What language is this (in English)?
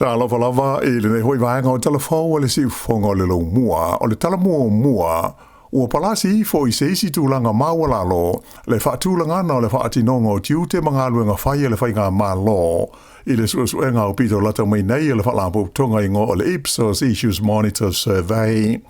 Samoan